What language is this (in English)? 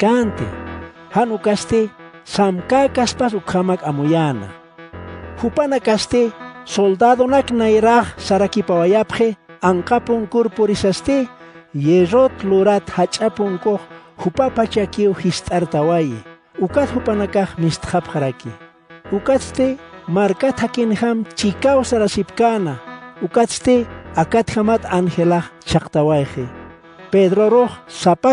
Aymara